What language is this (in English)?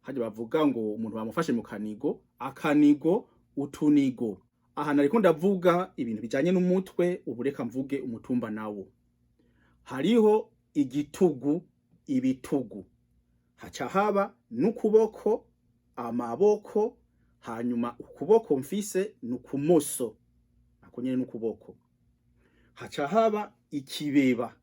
Rundi